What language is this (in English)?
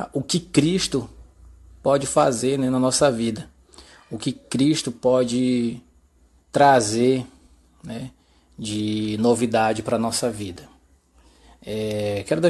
Portuguese